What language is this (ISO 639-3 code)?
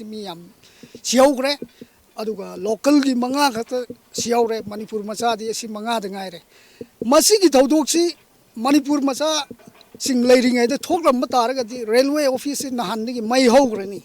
mni